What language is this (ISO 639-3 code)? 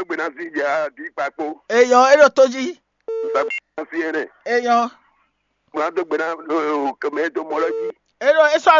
fon